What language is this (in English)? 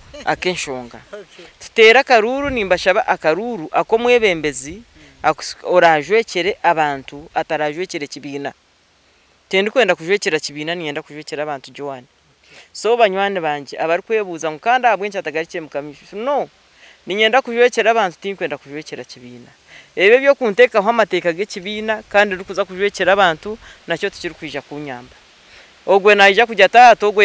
Nyankole